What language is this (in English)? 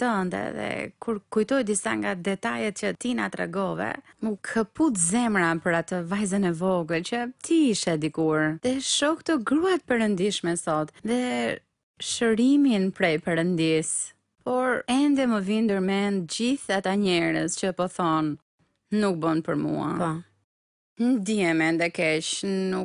Albanian